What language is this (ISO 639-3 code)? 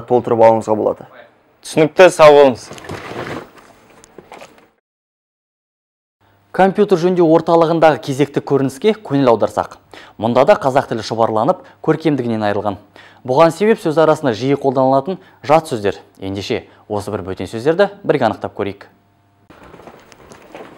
kaz